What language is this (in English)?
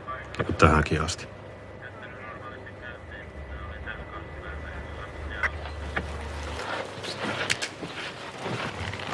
Finnish